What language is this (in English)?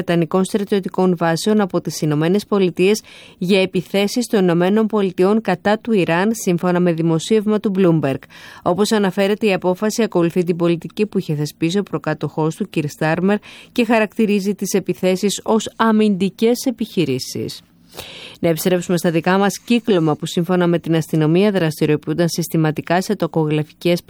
Greek